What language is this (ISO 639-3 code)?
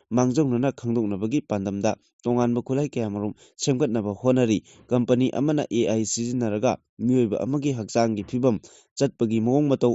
mni